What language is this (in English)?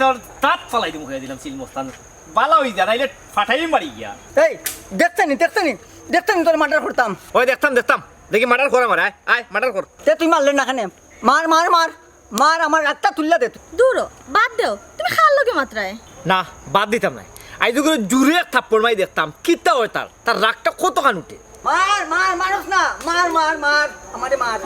Sylheti